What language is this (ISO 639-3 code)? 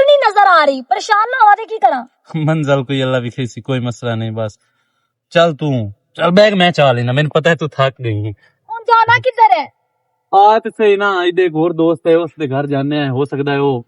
lah